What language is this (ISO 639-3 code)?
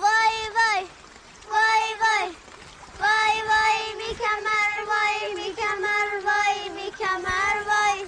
glk